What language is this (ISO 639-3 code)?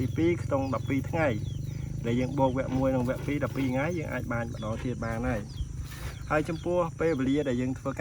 khm